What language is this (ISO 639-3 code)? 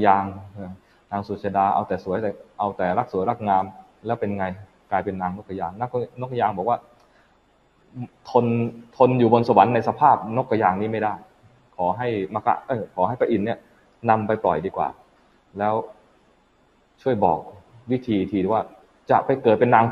tha